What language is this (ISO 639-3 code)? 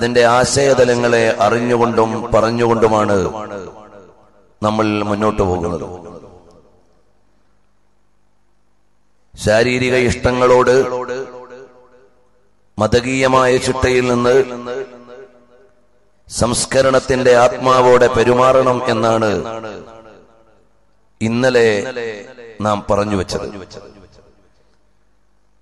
mal